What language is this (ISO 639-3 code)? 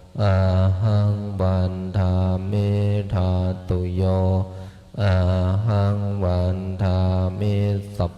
pli